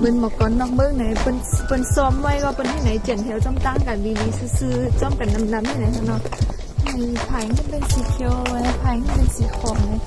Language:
Shan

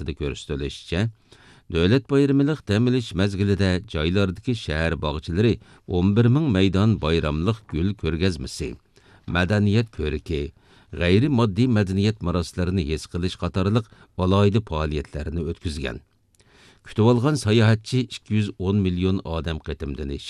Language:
Uyghur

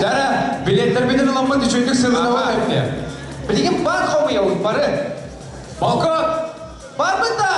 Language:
Yakut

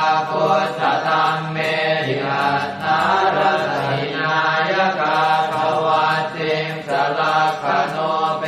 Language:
Pali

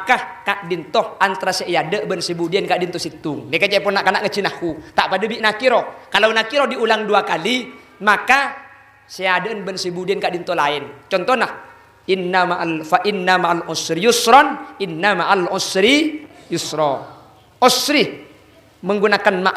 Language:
Madurese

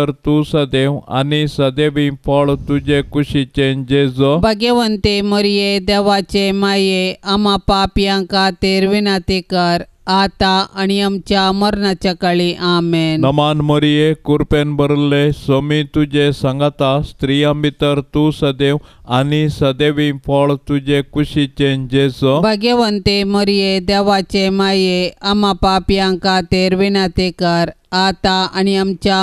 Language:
Konkani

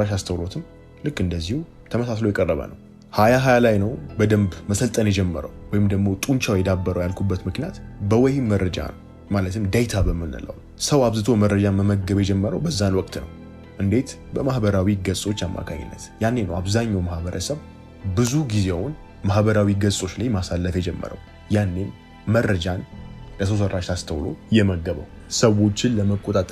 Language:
Amharic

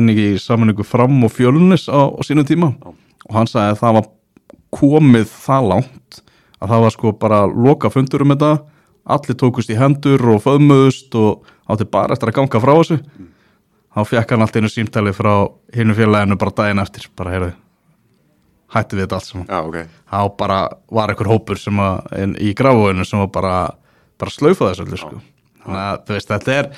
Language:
Icelandic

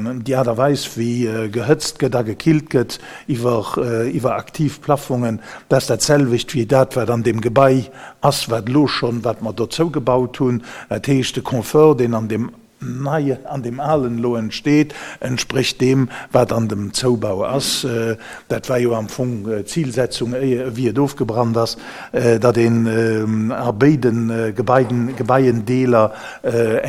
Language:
Luxembourgish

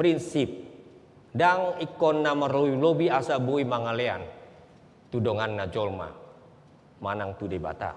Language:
Batak Toba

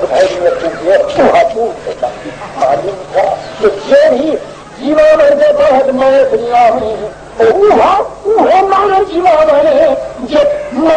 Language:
Saraiki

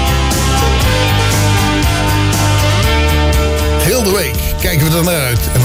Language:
Dutch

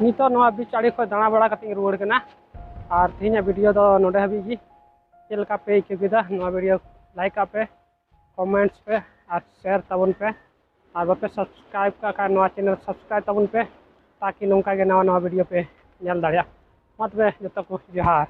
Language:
Santali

